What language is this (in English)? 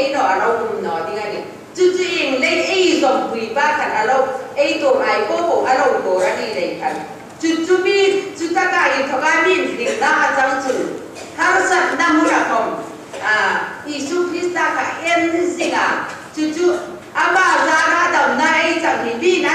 Hmar